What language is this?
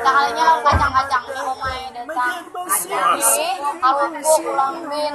Banjar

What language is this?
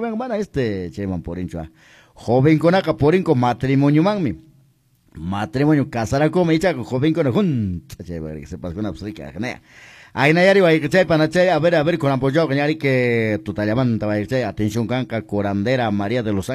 Quechua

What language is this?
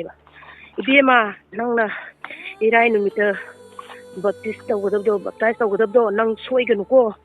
Manipuri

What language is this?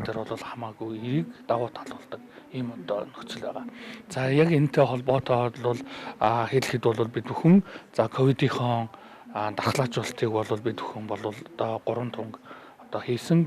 Mongolian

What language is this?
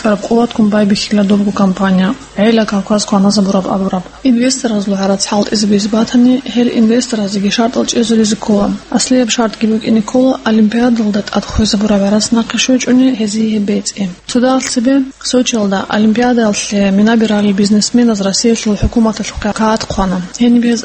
Avaric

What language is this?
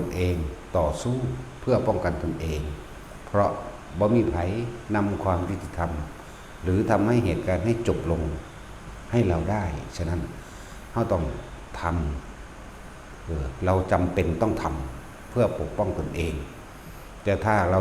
Northeastern Thai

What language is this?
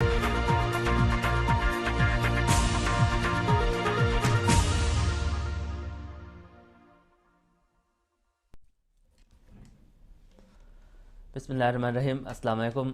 Divehi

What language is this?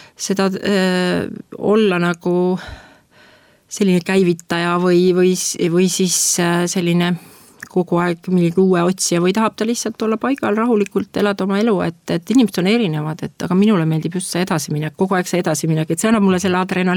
Estonian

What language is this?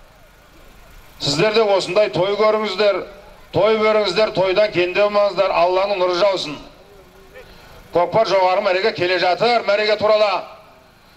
Kazakh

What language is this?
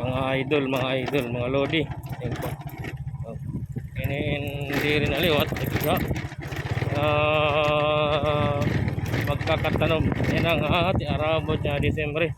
Waray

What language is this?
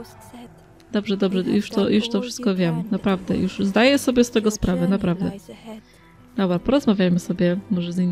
Polish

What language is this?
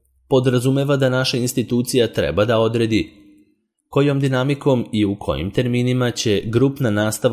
Serbian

